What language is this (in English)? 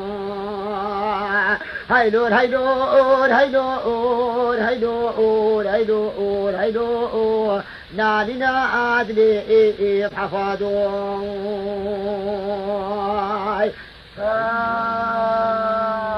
Kurdish